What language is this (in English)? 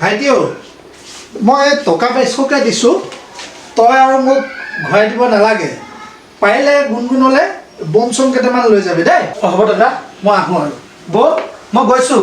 Assamese